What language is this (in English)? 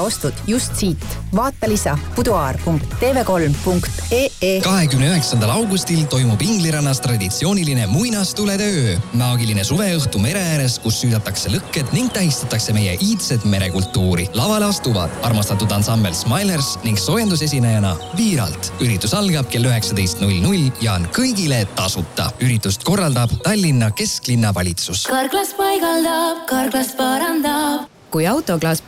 Estonian